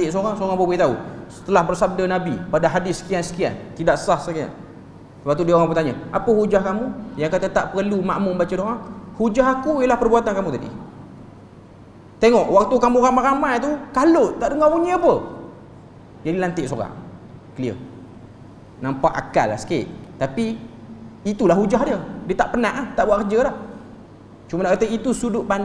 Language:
Malay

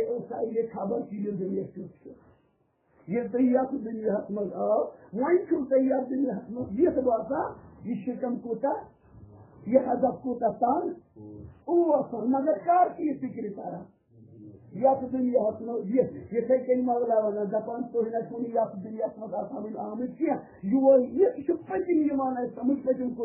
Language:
Kashmiri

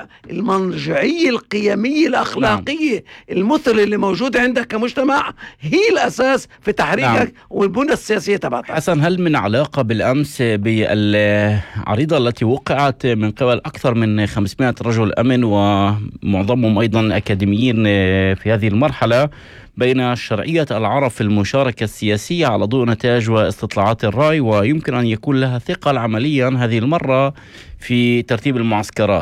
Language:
North Levantine Arabic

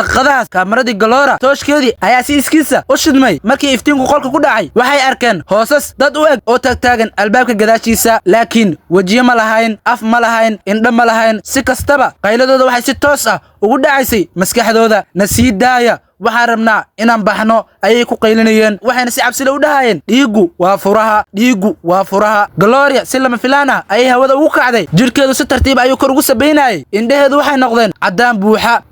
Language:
Somali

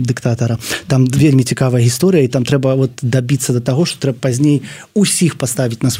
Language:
Belarusian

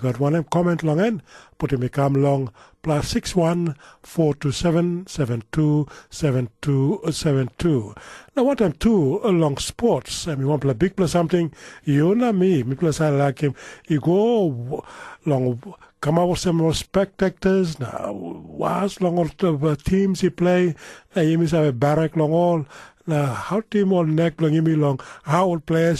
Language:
Tok Pisin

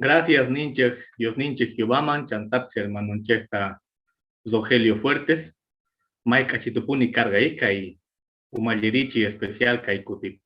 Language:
Quechua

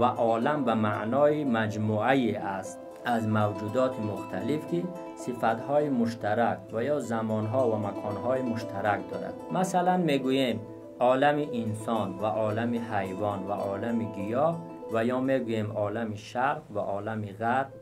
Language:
Tajik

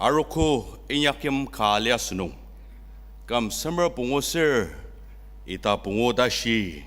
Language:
Ao Naga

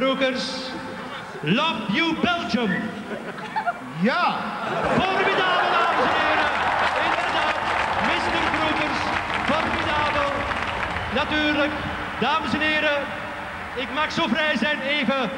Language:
Dutch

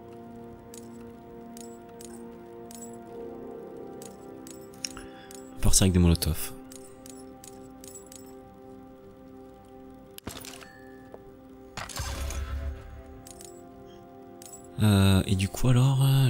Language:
French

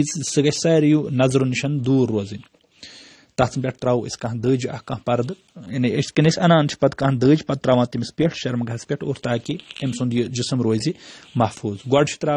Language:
Kashmiri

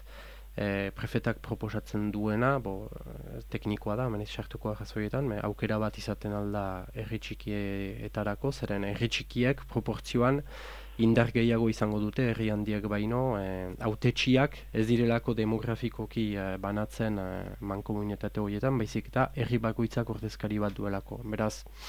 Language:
Basque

